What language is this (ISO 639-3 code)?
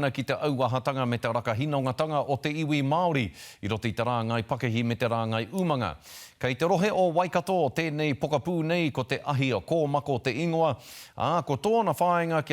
mri